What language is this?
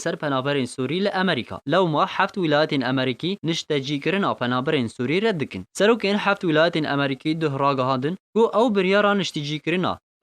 Kurdish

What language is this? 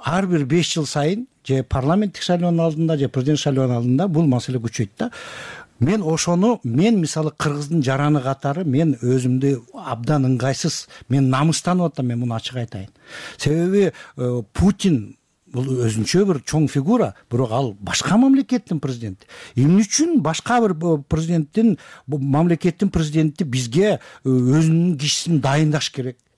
Kyrgyz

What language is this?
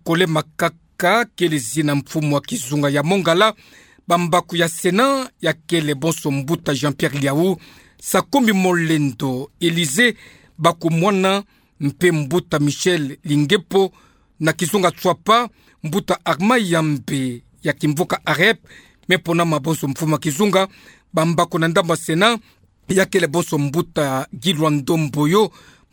Kituba (Democratic Republic of Congo)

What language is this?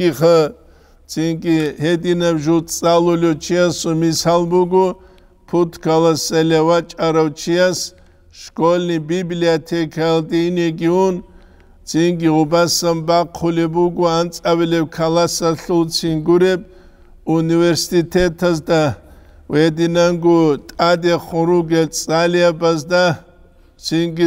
Avaric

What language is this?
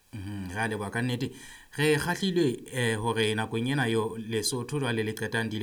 Southern Sotho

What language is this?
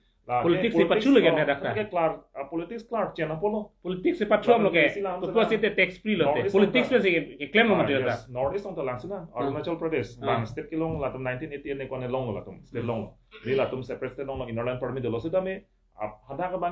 Karbi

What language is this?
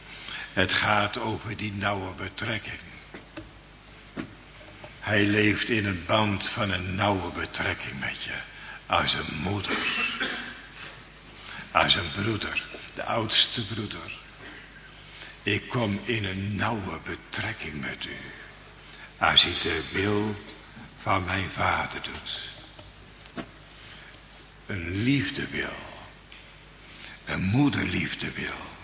Dutch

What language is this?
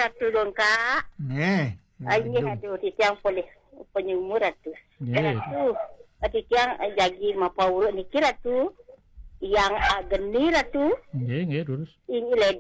Balinese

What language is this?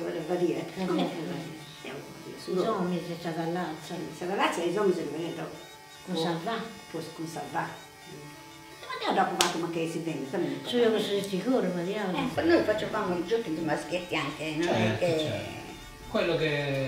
Italian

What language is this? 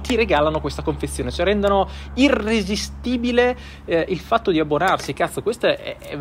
Italian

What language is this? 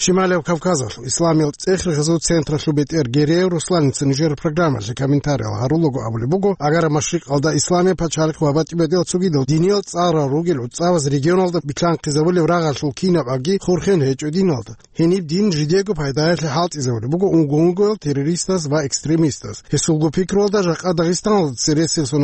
Avaric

